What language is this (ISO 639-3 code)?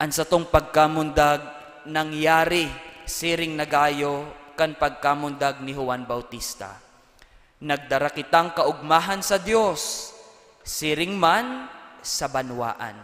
bik